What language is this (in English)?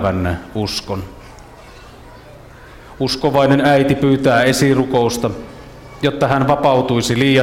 Finnish